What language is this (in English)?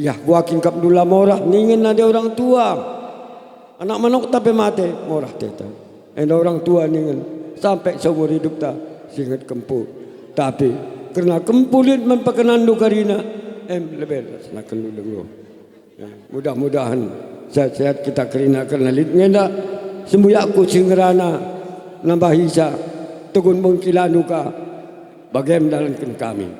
Batak Karo